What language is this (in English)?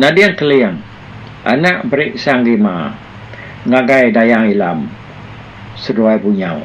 Iban